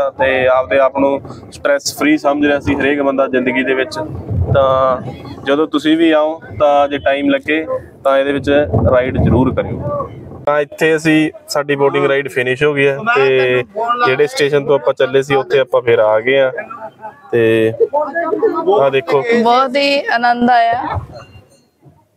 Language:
Punjabi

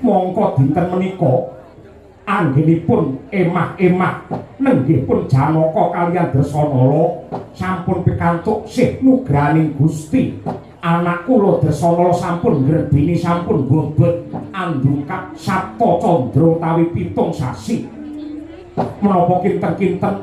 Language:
Javanese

